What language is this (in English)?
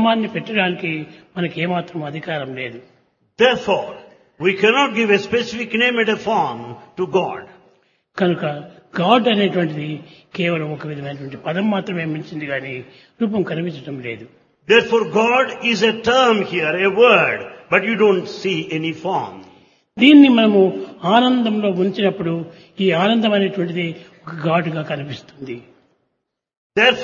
Telugu